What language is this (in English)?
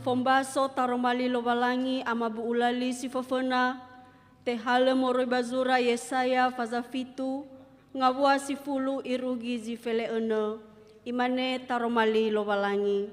Nias